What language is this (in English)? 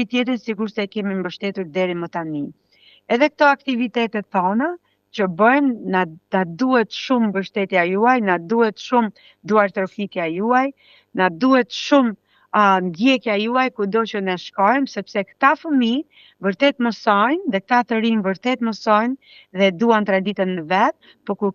Albanian